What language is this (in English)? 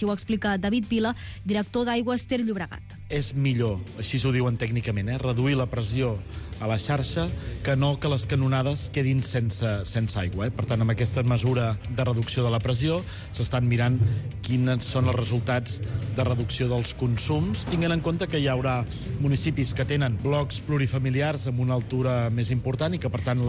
Catalan